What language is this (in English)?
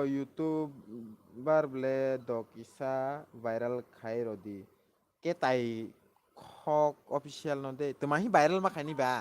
Kok Borok